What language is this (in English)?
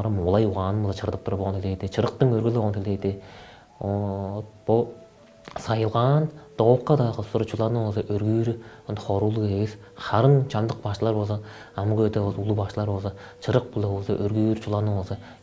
Tuvinian